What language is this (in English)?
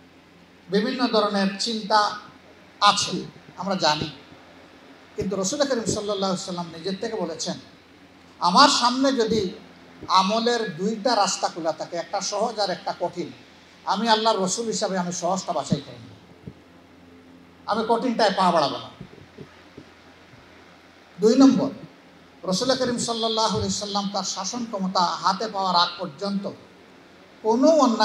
Bangla